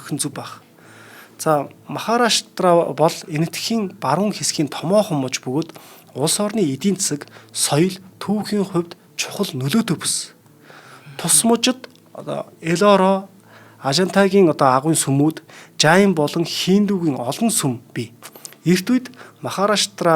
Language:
Mongolian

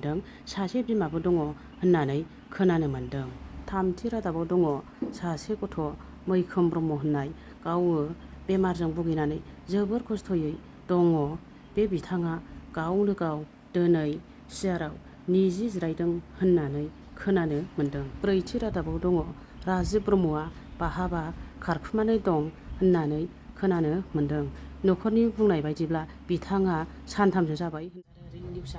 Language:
Bodo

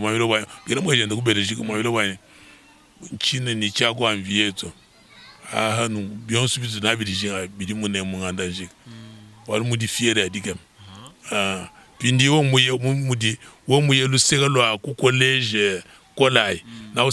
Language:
Luba-Lulua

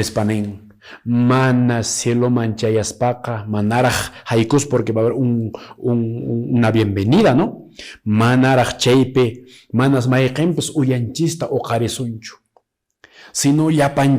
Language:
Quechua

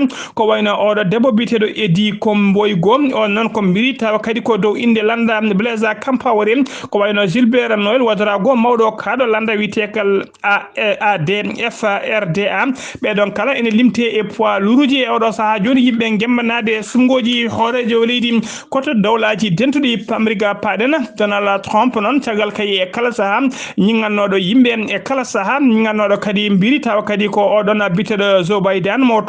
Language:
Fula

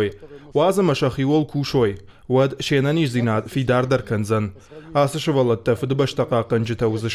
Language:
Ossetic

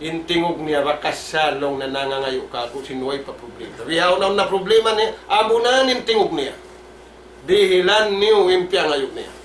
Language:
Tausug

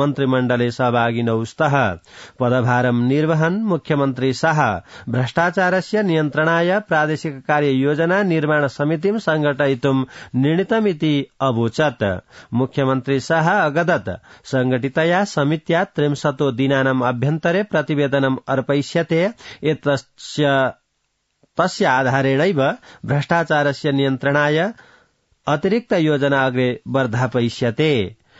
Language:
Sanskrit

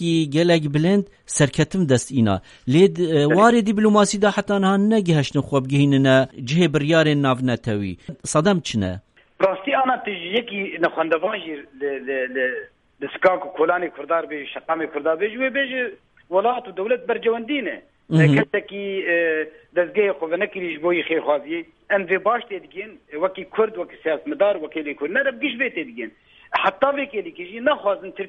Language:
Kurdish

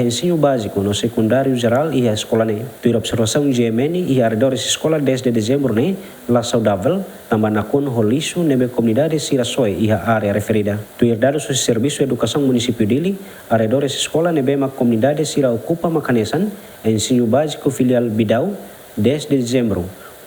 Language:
Tetum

